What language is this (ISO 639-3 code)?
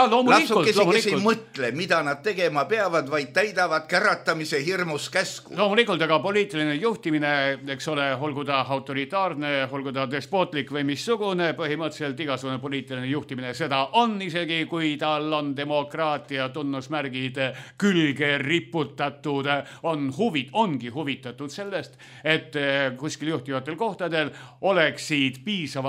est